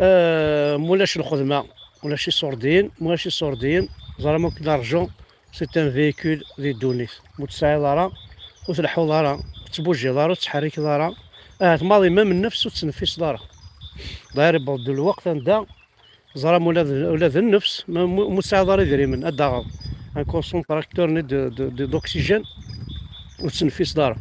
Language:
Kabyle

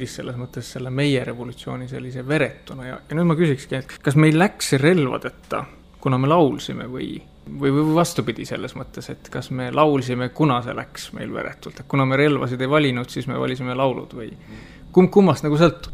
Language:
Estonian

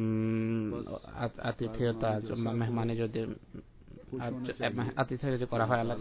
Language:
Bangla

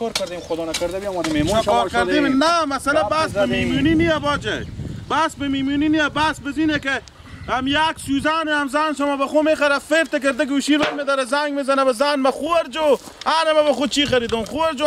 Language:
Persian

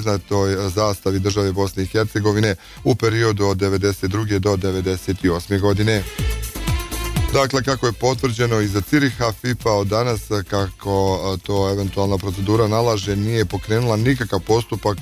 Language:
Bosnian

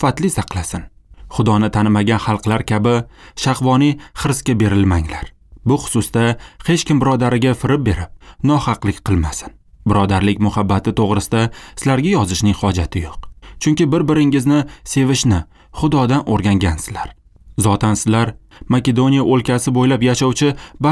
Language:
Uzbek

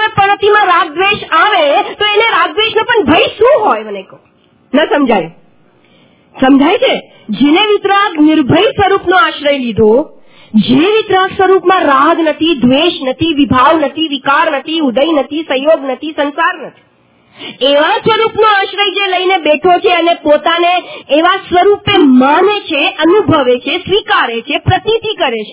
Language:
Gujarati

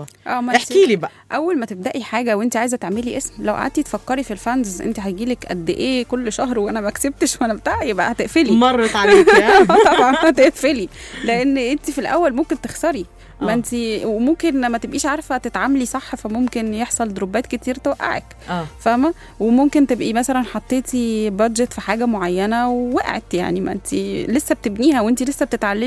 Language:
Egyptian Arabic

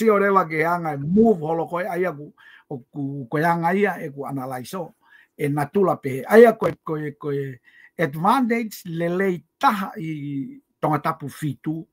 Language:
Tongan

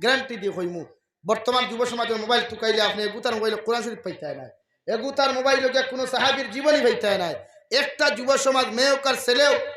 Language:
Sylheti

